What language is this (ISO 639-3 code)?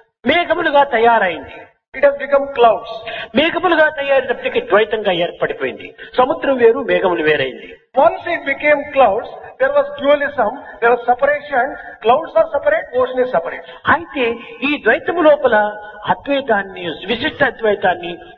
tel